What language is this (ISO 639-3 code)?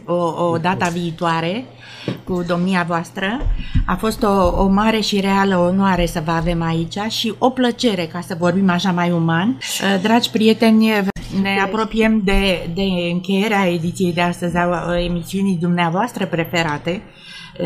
ron